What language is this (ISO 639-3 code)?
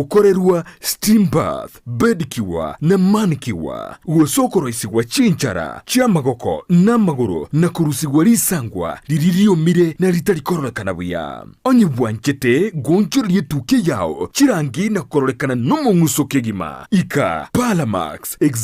guz